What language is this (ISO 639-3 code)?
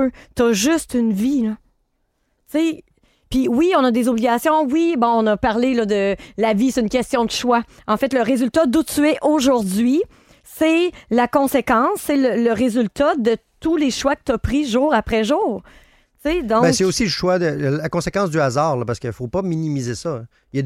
fra